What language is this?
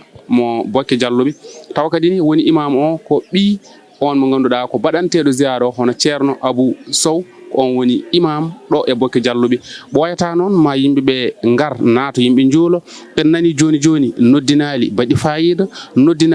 Fula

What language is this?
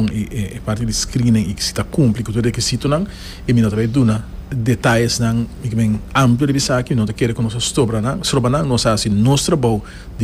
Papiamento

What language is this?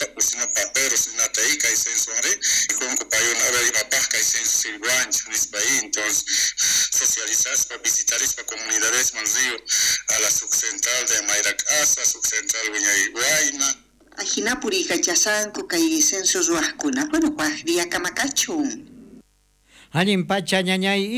South Bolivian Quechua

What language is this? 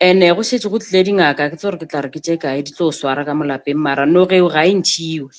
Northern Sotho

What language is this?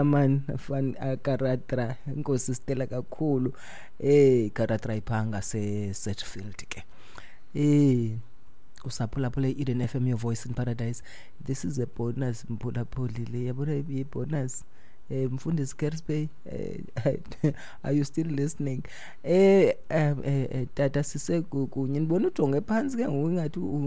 Xhosa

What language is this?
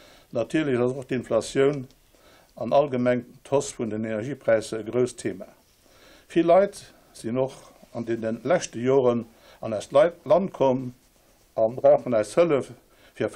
Luxembourgish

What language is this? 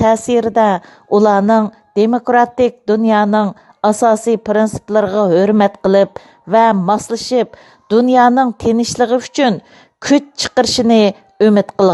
Uyghur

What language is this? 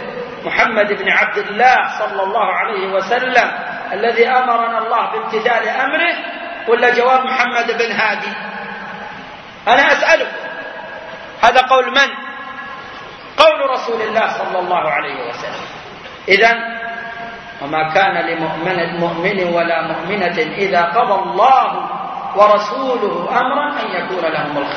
Arabic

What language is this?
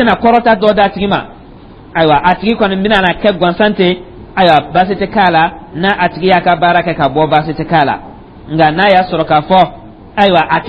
Dyula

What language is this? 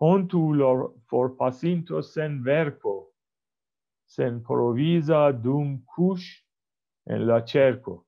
Esperanto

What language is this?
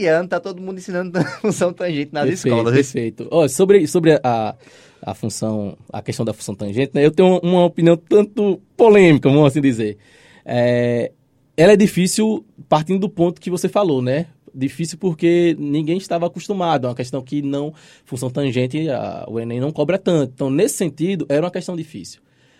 Portuguese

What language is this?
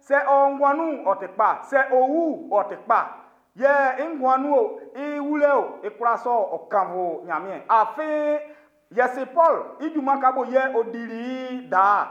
Baoulé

